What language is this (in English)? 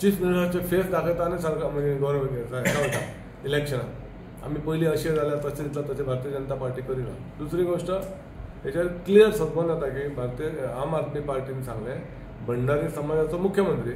Konkani